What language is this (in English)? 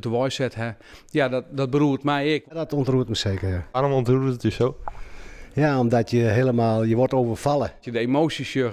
Western Frisian